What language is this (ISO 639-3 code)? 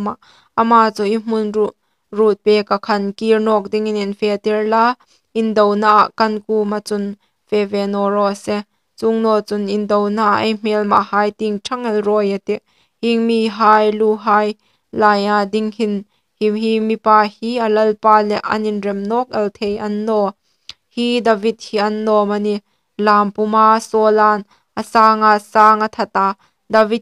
hmr